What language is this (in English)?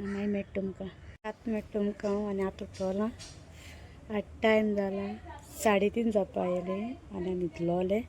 Konkani